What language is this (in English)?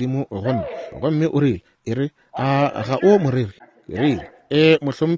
Northern Sotho